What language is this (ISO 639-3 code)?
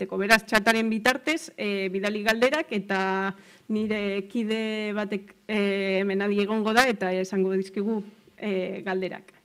eus